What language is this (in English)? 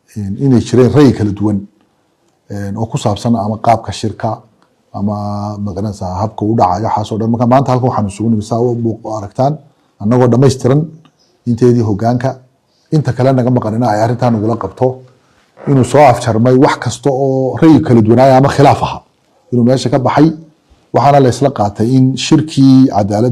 Somali